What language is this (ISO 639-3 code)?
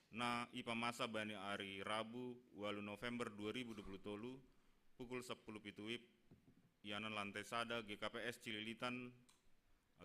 bts